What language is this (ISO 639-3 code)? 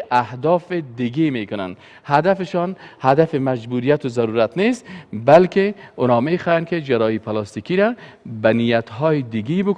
fas